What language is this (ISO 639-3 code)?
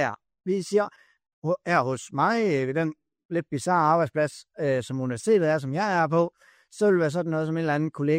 dan